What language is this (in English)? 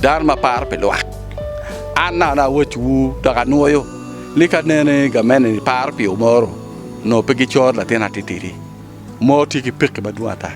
Acoli